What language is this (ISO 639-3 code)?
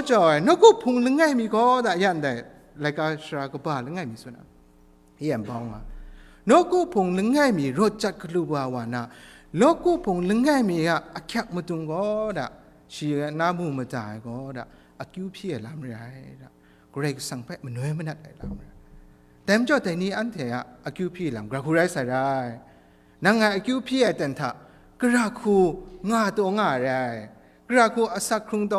kac